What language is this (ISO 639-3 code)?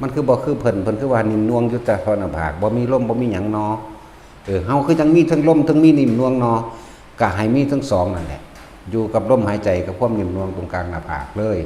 tts